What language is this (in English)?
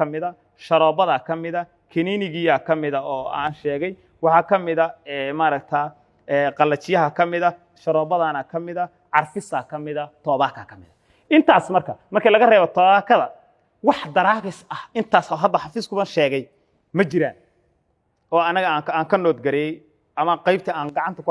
Somali